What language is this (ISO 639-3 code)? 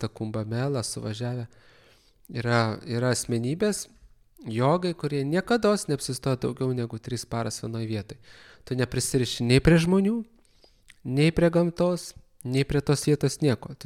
lit